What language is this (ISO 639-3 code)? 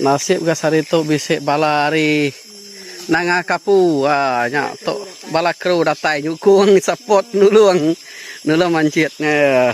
iba